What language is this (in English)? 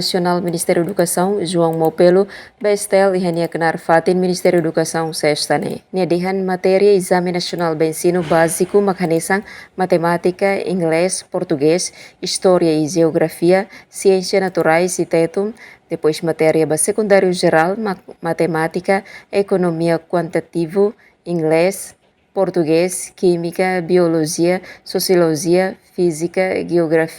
Tetum